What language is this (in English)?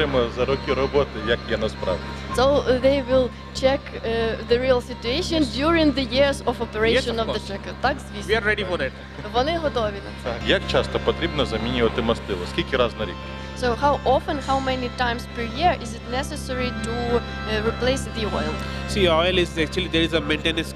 Ukrainian